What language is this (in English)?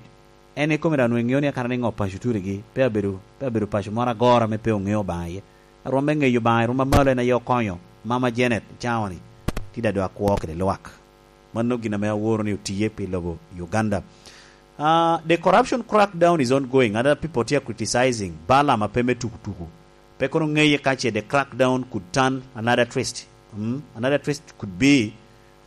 Lango (Uganda)